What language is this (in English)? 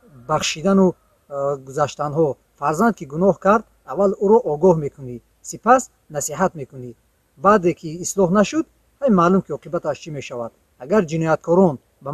Tajik